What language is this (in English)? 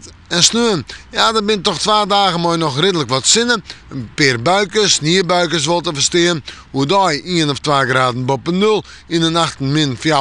Western Frisian